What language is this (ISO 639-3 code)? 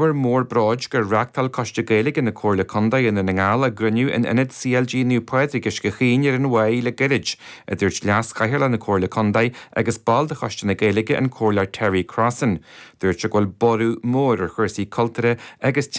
gle